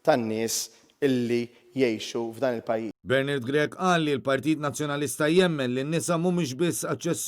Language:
Maltese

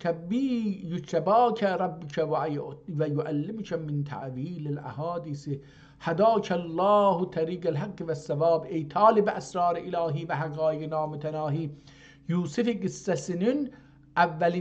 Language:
South Azerbaijani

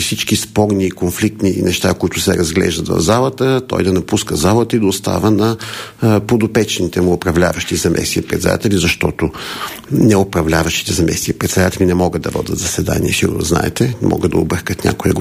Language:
Bulgarian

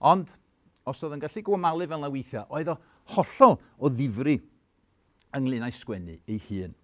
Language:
Welsh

